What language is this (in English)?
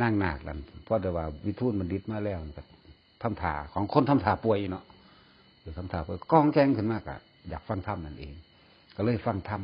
Lao